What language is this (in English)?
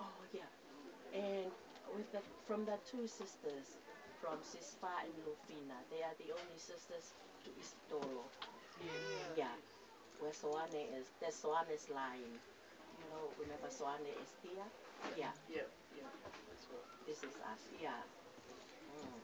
Tongan